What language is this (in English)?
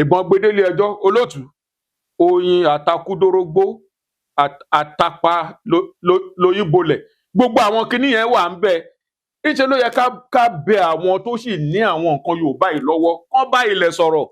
Yoruba